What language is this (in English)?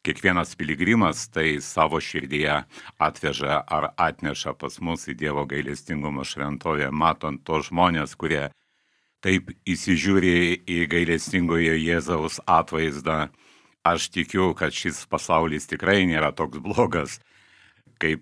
Lithuanian